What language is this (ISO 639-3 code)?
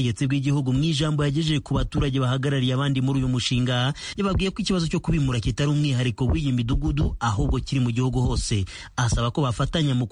kin